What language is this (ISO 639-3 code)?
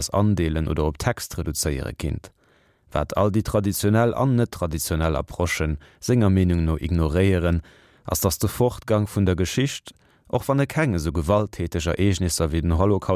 ltz